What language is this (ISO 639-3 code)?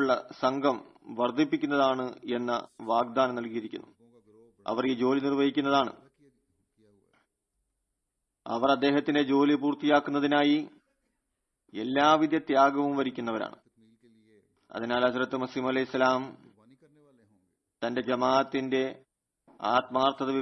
mal